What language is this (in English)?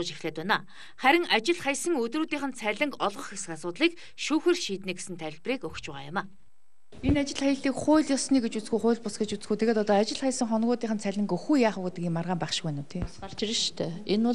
Mongolian